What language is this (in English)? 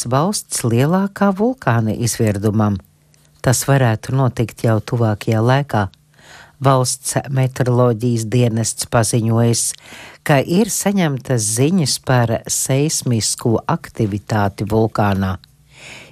Latvian